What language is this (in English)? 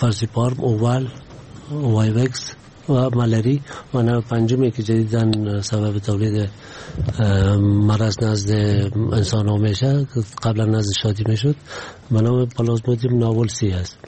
Persian